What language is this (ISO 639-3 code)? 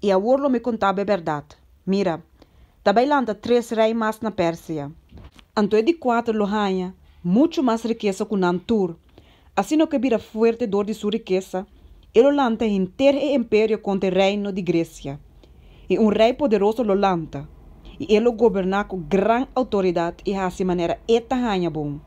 pap